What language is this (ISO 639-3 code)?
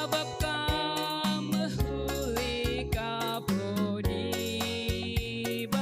btx